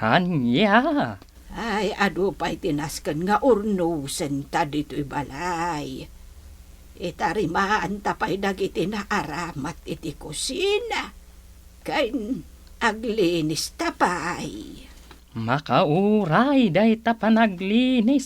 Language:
Iloko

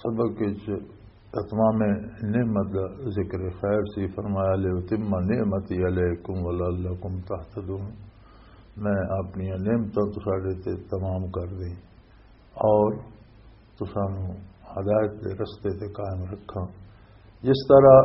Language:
Western Panjabi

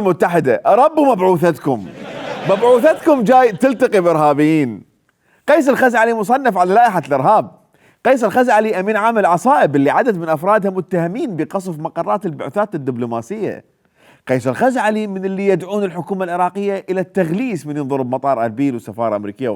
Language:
Mesopotamian Arabic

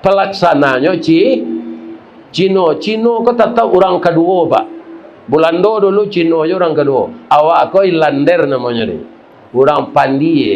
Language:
Minangkabau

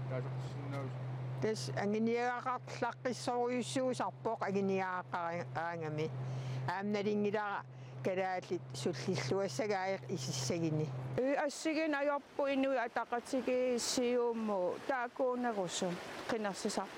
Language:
Kalaallisut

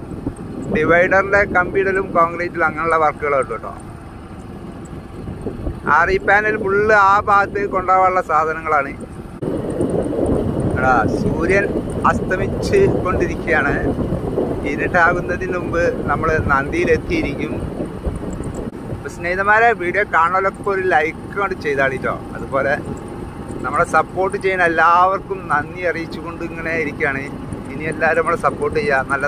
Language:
Malayalam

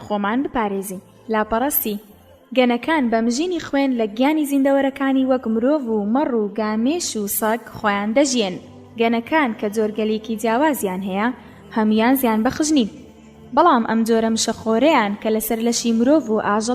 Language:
Central Kurdish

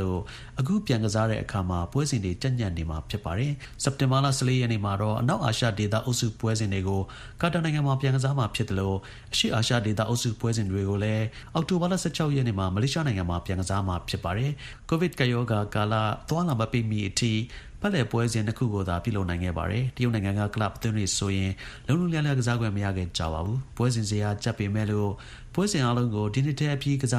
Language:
Burmese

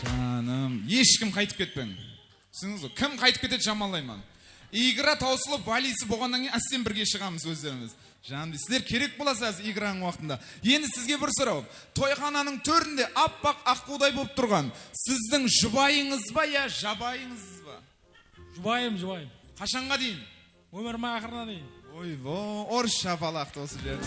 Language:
Kara-Kalpak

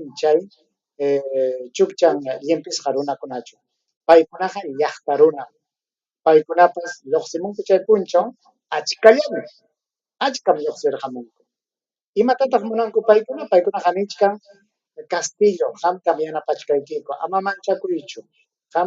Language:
Ayacucho Quechua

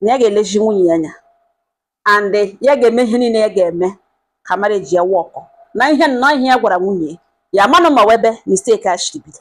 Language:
Igbo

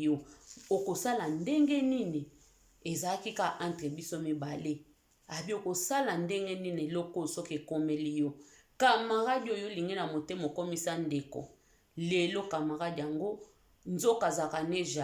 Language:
Lingala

